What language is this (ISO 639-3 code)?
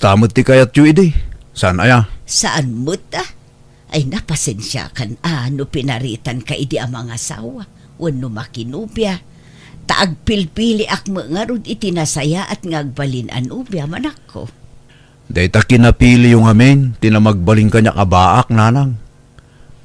ilo